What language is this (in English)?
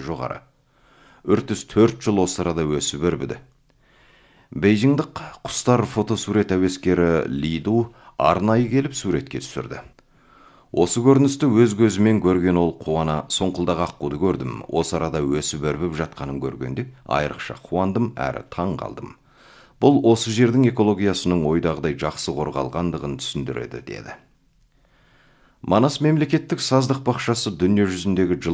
Kazakh